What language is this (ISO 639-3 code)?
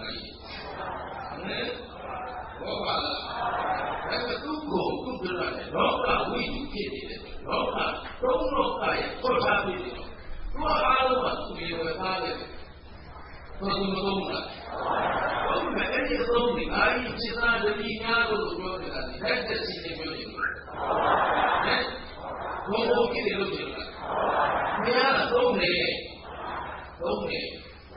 mya